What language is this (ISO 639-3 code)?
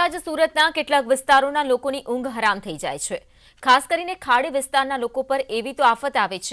guj